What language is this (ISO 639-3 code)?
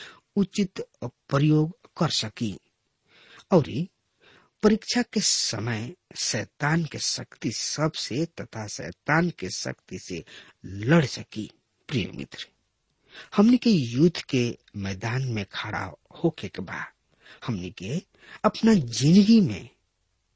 bho